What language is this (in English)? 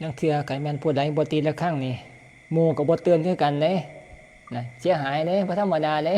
Northeastern Thai